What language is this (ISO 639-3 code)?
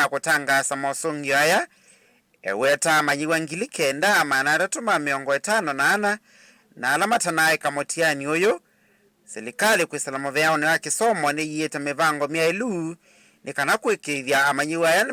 kam